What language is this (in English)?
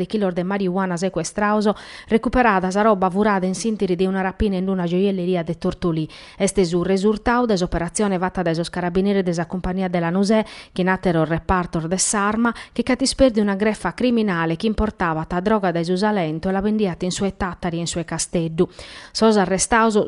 Sardinian